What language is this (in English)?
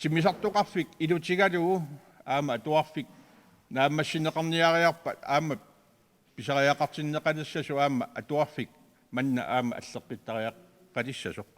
Kalaallisut